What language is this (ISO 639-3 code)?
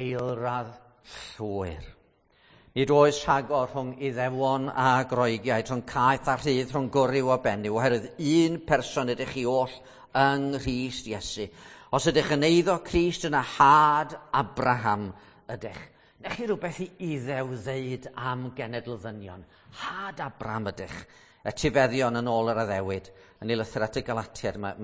cym